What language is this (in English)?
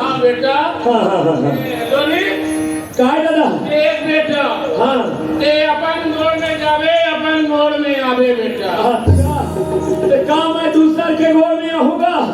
Chhattisgarhi